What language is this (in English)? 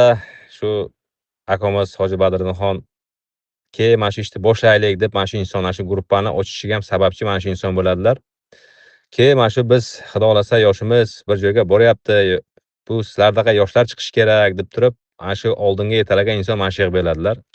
Uzbek